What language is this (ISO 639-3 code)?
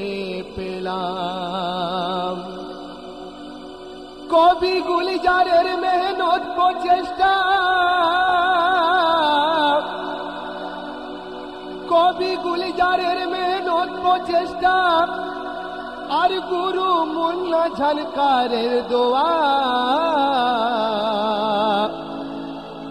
ben